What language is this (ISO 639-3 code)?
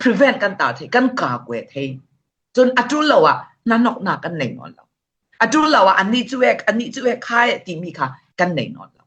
cfm